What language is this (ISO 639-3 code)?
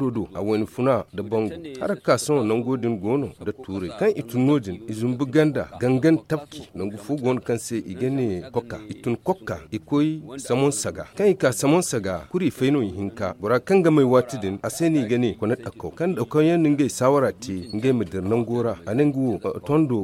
dje